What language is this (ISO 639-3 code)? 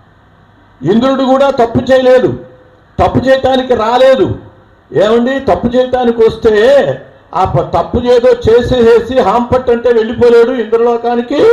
tel